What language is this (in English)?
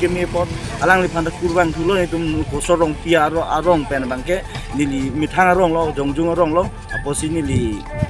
Karbi